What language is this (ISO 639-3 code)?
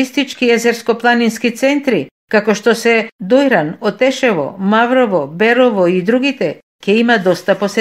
mkd